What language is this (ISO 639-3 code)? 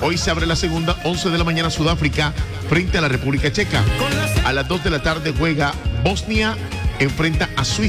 spa